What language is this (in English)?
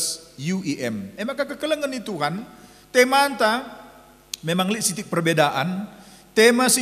Batak Karo